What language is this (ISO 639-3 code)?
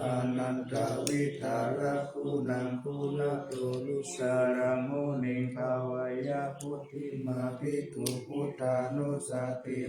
pli